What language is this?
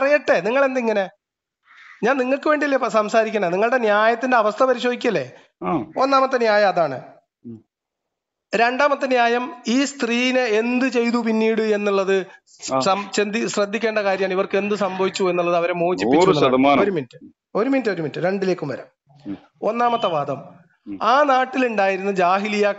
Malayalam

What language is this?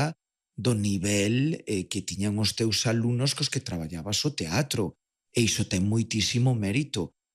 Galician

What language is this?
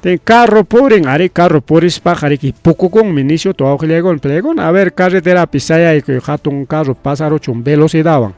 Ayacucho Quechua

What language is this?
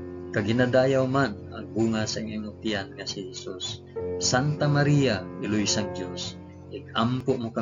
Hiligaynon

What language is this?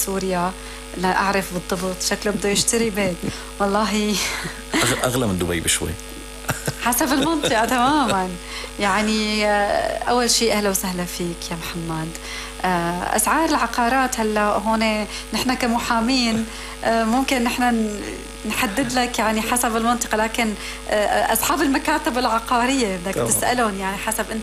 North Levantine Arabic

